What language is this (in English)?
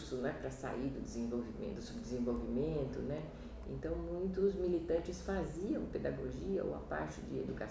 Portuguese